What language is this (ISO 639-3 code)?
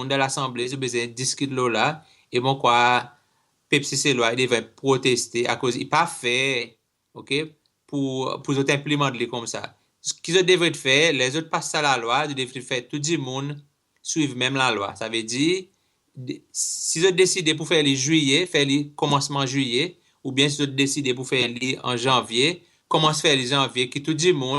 crs